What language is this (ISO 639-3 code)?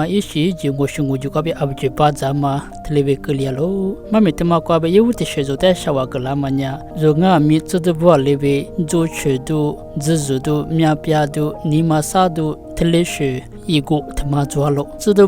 lis